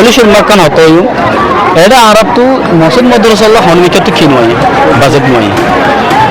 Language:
Rohingya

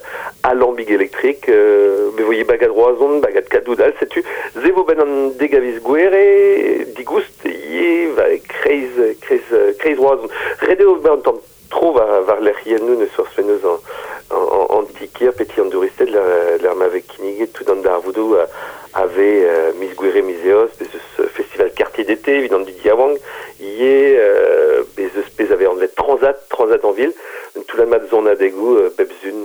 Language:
Breton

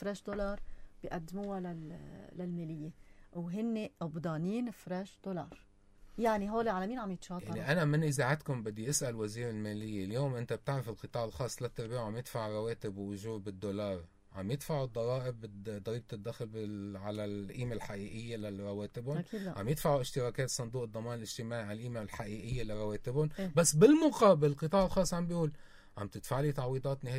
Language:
North Levantine Arabic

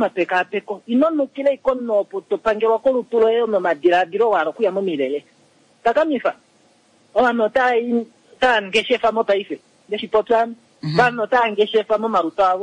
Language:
Kuanyama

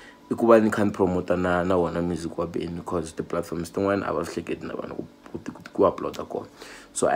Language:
Tsonga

